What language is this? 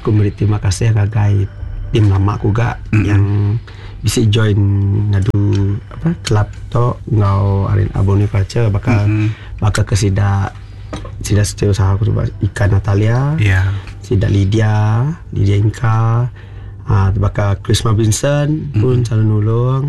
Iban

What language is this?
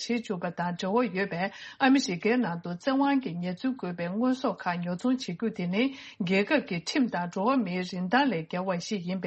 Tibetan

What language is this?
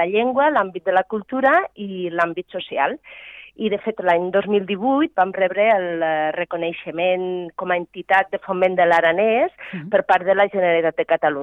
Catalan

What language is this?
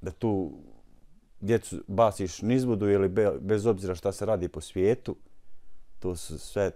Bosnian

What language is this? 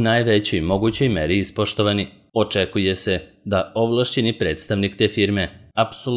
Serbian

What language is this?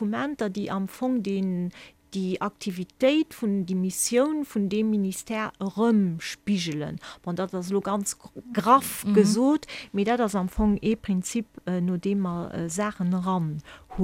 Luxembourgish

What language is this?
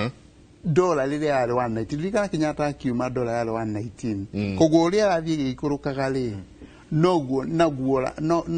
Kikuyu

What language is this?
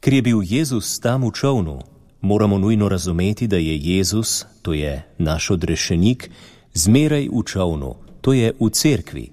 Slovenian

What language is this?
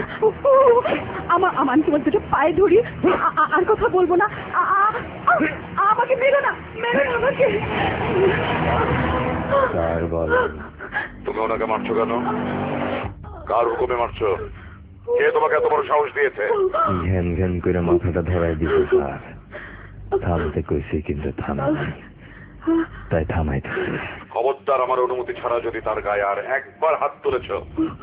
Bangla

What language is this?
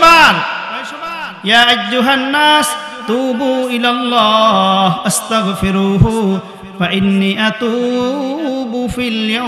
Bangla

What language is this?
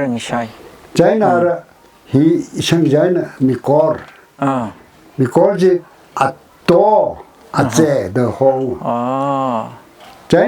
Tangkhul Naga (India)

